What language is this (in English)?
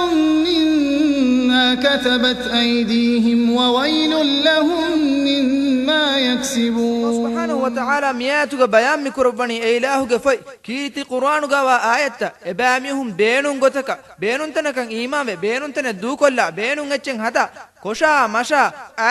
Divehi